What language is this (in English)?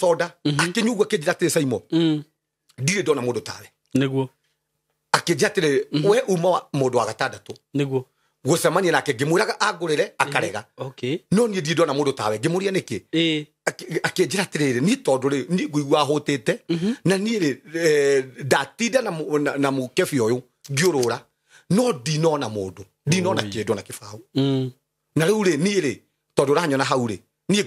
Kikuyu